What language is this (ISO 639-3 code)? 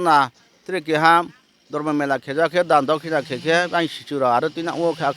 ria